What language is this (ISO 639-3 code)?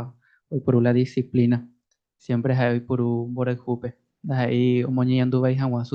grn